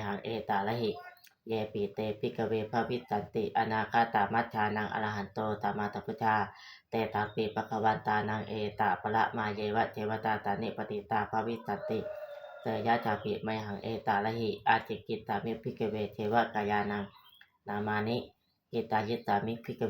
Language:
Pali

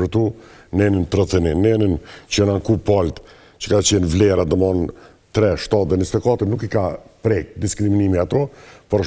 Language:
Albanian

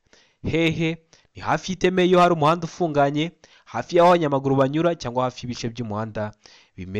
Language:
Kinyarwanda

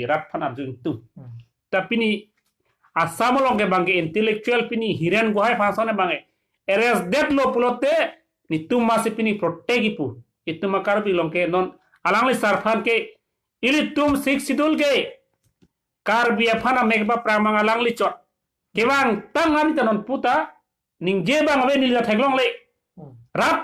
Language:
Karbi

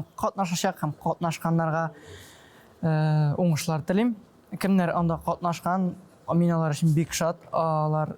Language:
Tatar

